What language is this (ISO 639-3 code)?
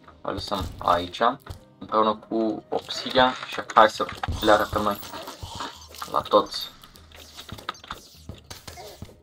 ron